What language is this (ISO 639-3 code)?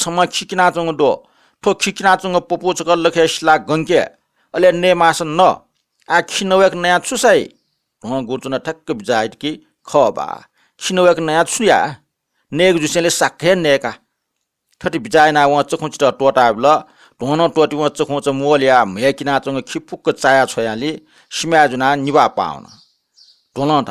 new